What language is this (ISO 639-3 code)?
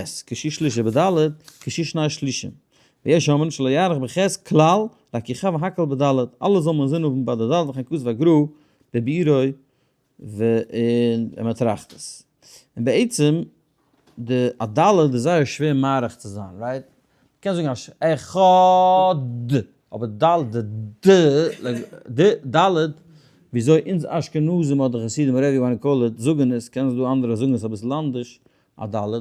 yid